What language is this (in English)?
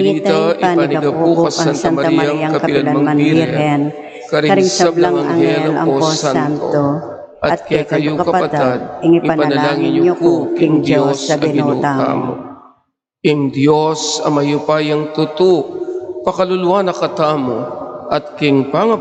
Pampanga